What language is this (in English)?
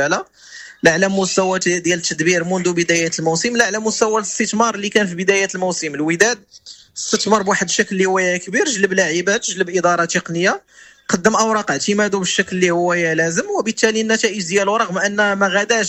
Moroccan Arabic